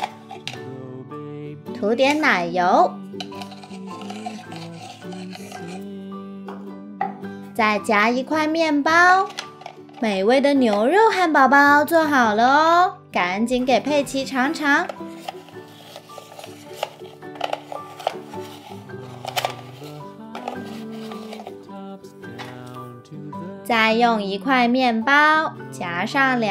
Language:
Chinese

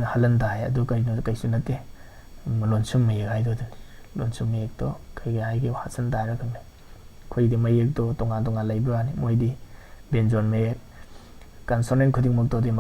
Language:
Manipuri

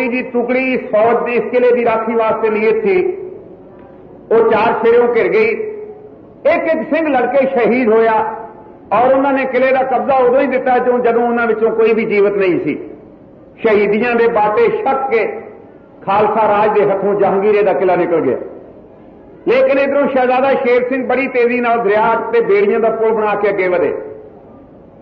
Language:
Punjabi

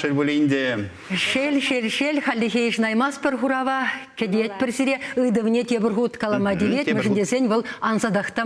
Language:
Chuvash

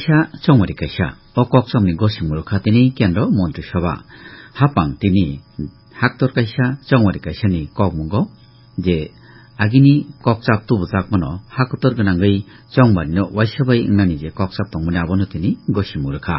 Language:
Kok Borok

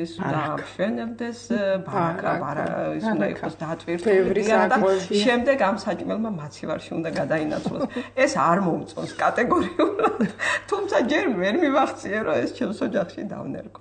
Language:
Georgian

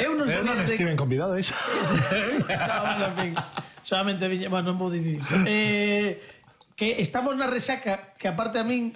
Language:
Galician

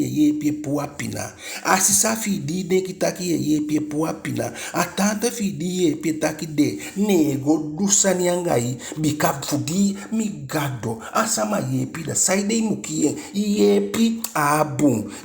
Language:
Eastern Maroon Creole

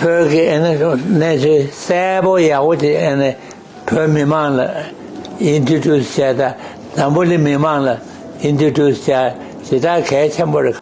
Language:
Tibetan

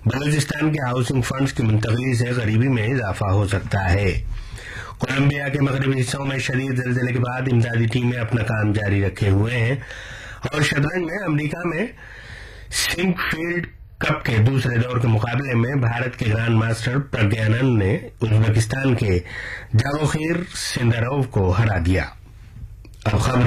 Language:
Urdu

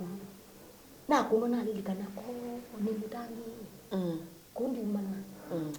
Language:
Kamba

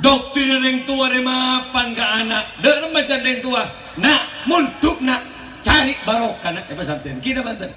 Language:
Madurese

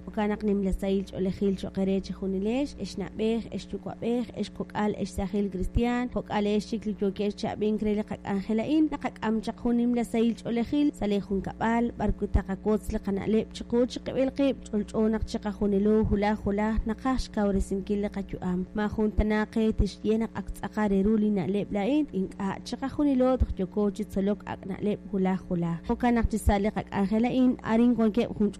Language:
Kekchí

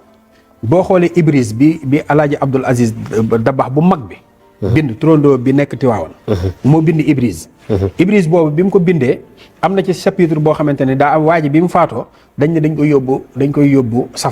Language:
Wolof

